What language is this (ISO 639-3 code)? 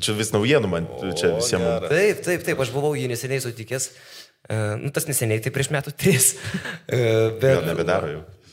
lit